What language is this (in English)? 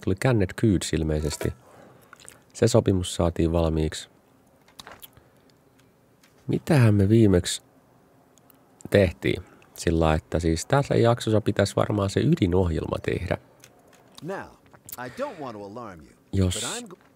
Finnish